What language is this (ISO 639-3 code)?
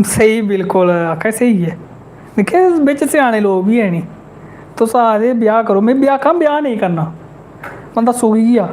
doi